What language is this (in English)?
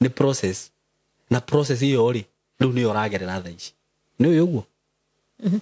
Kikuyu